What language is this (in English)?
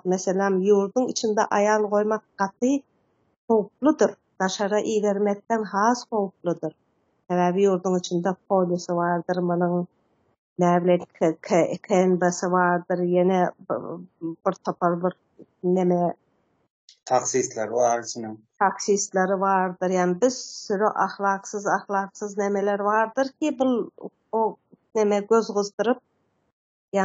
Turkmen